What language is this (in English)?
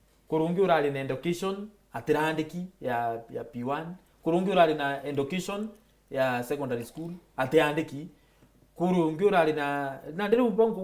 Meru